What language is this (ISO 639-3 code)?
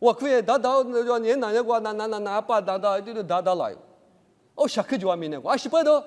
lis